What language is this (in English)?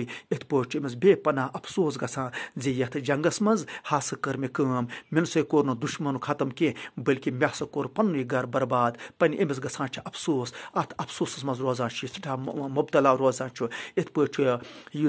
Kashmiri